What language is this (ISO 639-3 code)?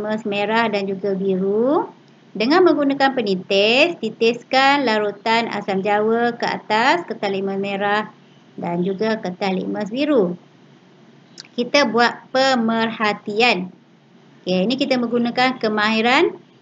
msa